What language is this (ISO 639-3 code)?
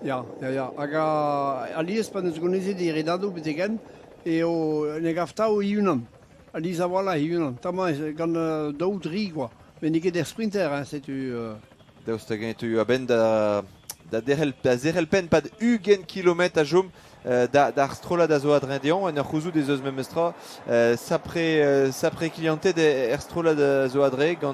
bre